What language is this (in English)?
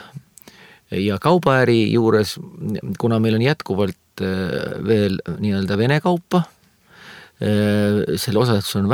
Estonian